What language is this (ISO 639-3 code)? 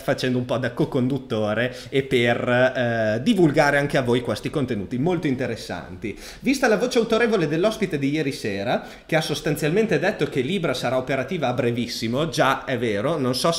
ita